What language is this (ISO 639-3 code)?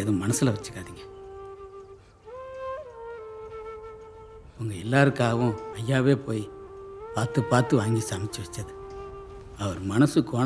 tam